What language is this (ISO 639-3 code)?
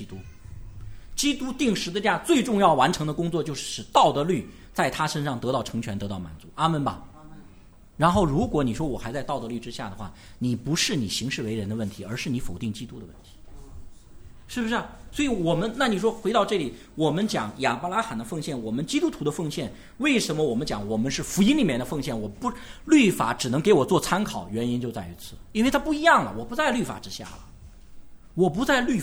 zho